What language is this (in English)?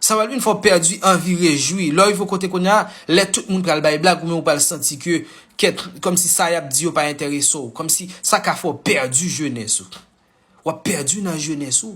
Haitian Creole